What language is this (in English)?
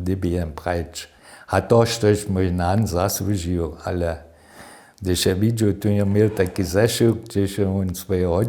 Upper Sorbian